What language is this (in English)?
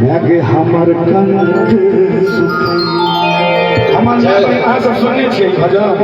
Maithili